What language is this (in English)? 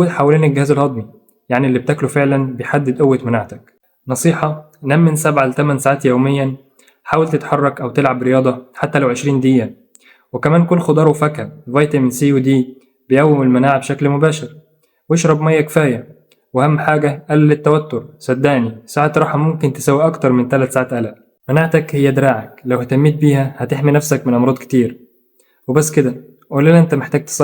Egyptian Arabic